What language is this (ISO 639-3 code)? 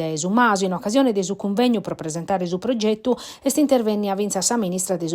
srd